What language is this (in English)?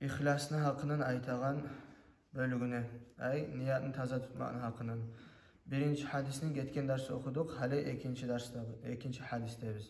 Kumyk